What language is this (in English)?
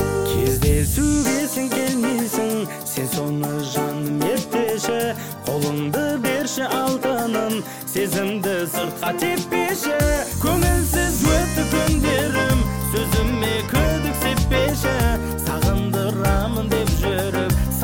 Kazakh